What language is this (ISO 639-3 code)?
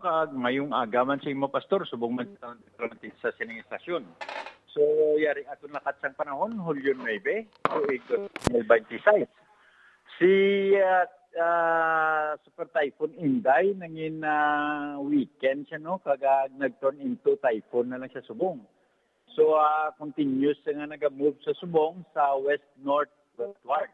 hil